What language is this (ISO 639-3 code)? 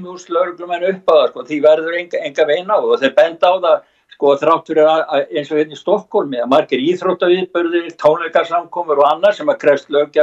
isl